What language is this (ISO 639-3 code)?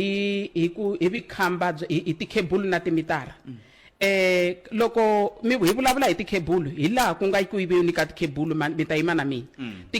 tso